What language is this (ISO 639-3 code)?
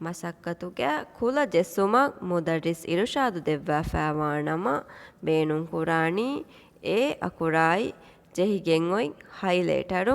div